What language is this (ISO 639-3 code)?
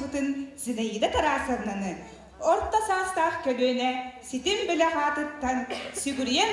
sah